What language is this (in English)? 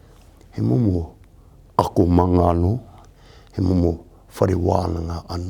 Māori